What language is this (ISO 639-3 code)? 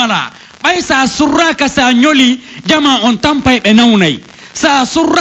fuf